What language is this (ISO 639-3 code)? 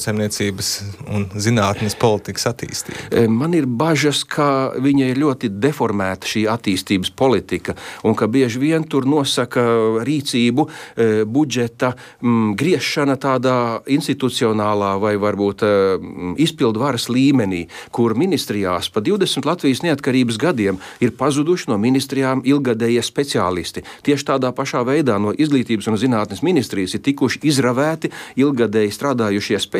lav